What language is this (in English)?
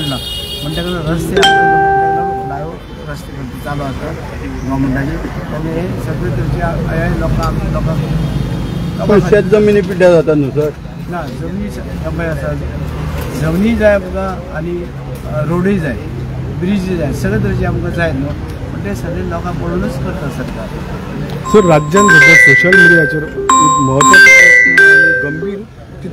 Konkani